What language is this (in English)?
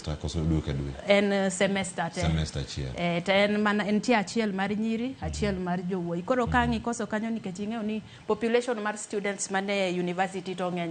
Luo (Kenya and Tanzania)